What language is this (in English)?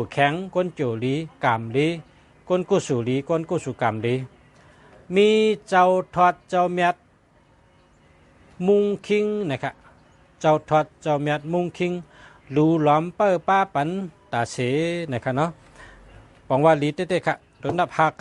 Shan